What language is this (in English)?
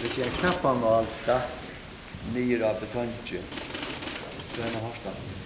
Faroese